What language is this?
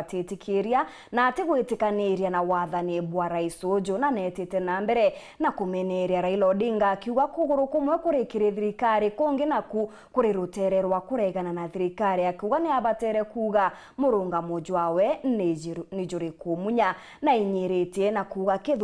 Meru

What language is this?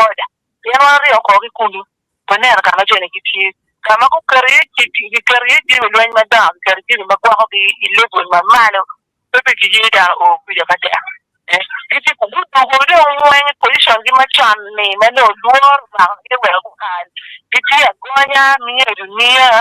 Acoli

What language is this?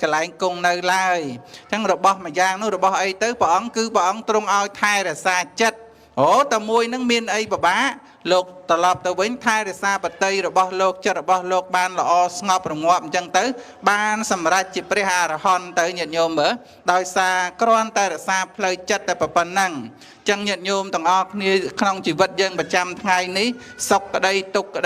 Khmer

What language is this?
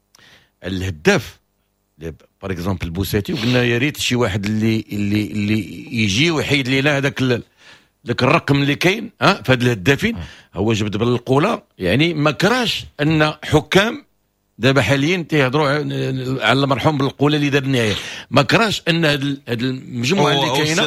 Moroccan Arabic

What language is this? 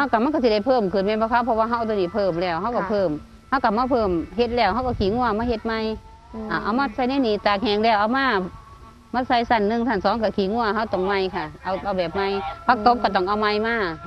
Northeastern Thai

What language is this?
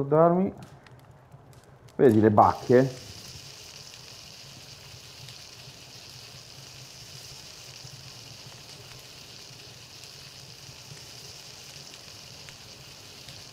Italian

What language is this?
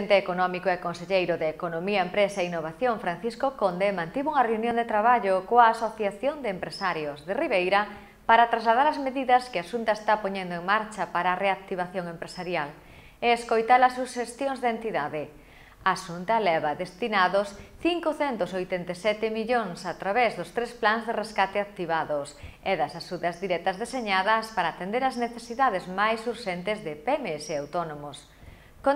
Galician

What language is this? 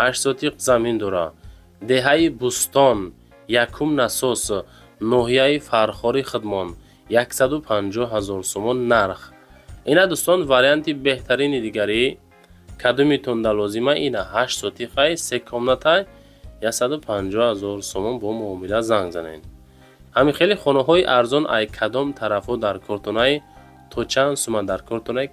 Tajik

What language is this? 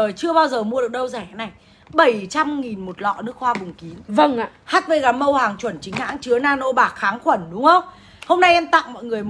Vietnamese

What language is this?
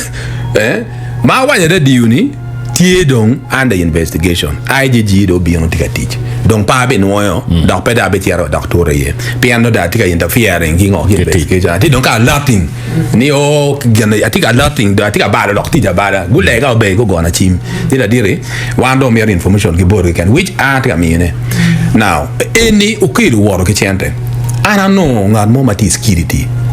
Acoli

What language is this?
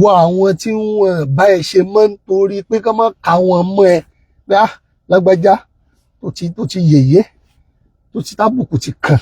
Yoruba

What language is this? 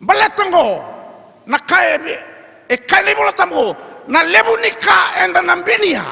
Fijian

